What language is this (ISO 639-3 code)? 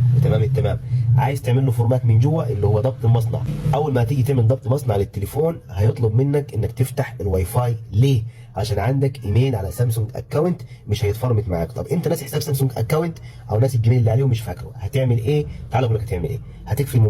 arz